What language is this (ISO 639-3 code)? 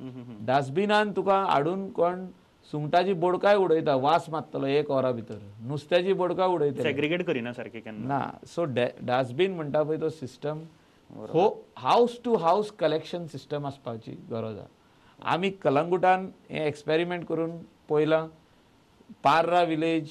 kok